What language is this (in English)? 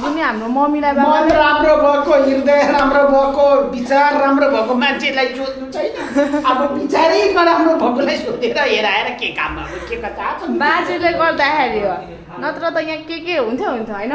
Nepali